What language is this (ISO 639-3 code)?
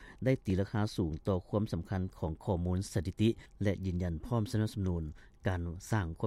lao